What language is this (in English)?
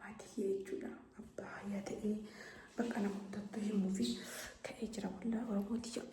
Oromo